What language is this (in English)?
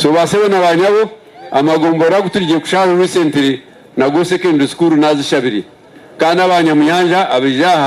Nyankole